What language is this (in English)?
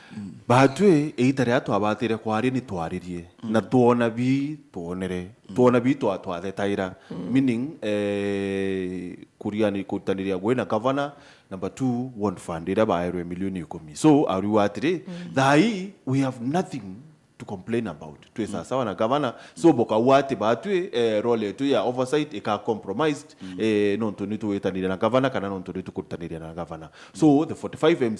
Meru